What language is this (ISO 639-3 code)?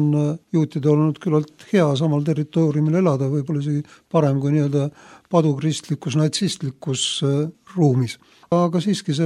est